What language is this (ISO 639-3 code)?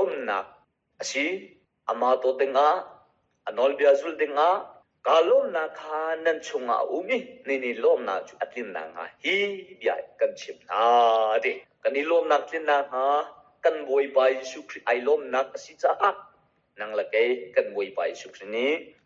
cnh